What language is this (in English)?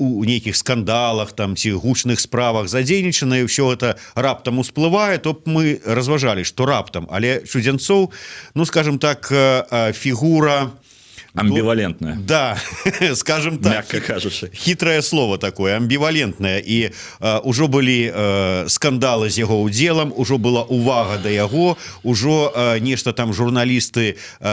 Belarusian